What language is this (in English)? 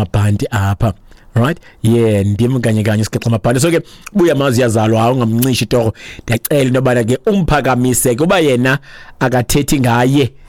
Xhosa